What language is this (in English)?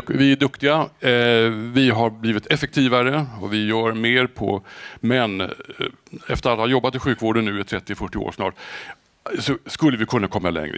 Swedish